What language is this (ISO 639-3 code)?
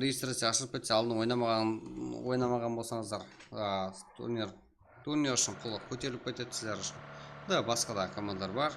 kaa